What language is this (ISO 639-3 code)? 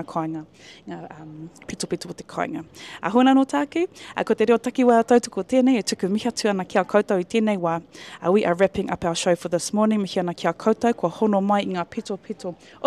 mri